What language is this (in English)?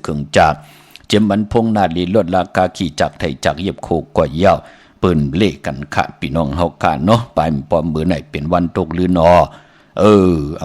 Shan